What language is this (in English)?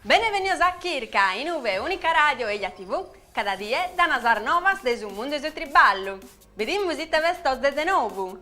Sardinian